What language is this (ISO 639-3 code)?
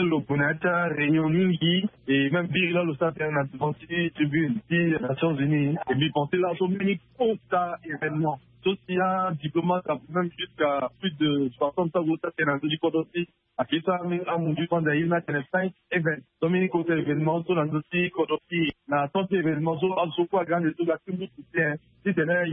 sag